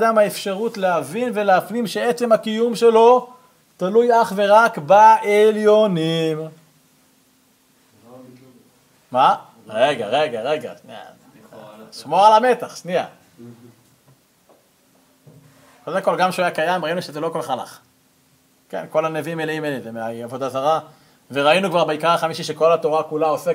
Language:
Hebrew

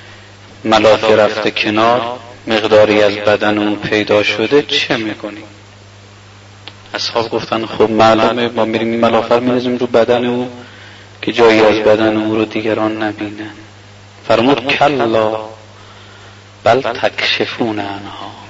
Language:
Persian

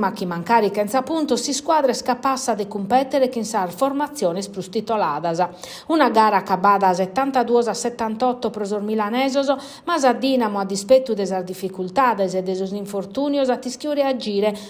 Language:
Sardinian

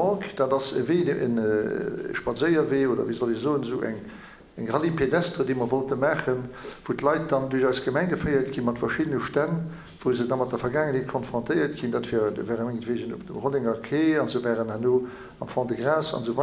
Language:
Luxembourgish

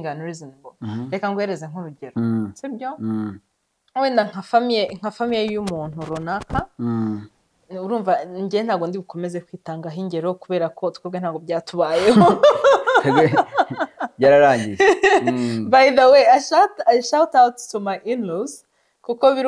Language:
Kinyarwanda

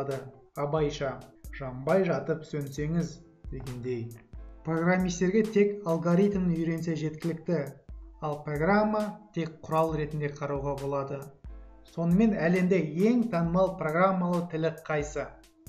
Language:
Kazakh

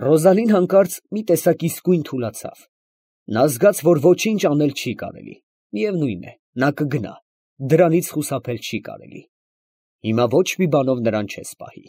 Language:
Armenian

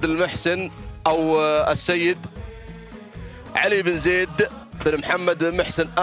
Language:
Arabic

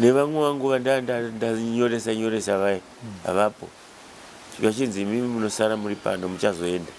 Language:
Shona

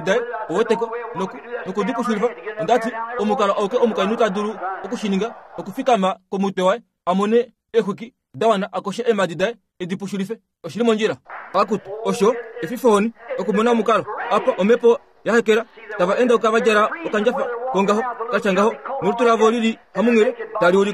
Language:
Kuanyama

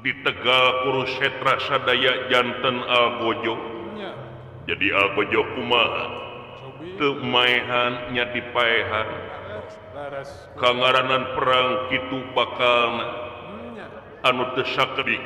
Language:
Sundanese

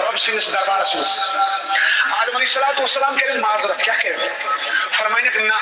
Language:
Kashmiri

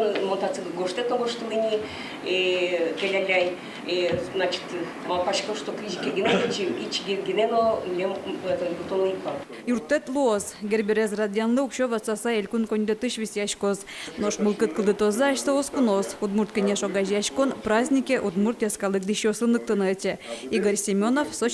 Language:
Udmurt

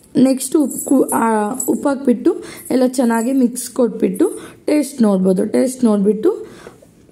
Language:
Kannada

